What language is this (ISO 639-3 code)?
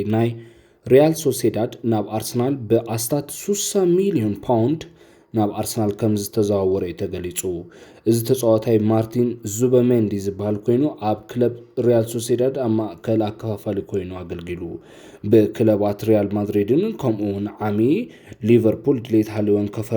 tir